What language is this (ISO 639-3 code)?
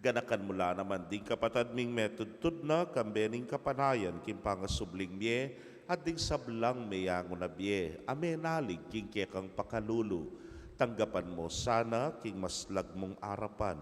pam